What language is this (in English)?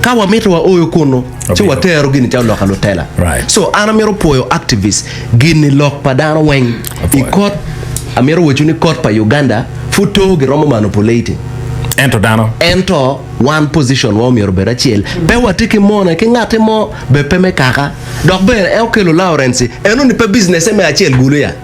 Acoli